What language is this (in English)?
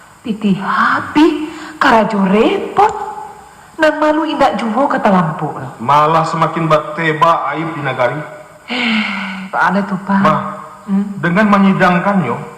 Minangkabau